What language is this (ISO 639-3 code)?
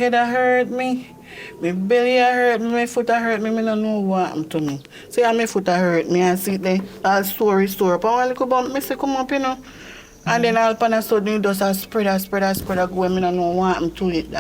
jam